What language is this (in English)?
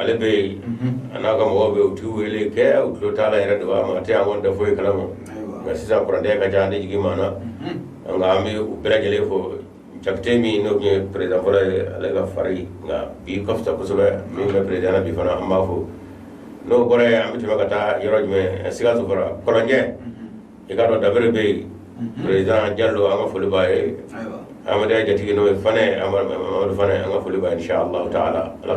Bambara